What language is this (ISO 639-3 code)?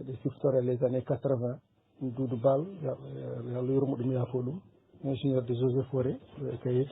ful